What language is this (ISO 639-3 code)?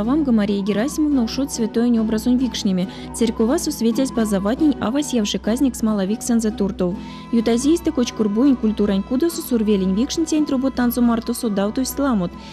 myv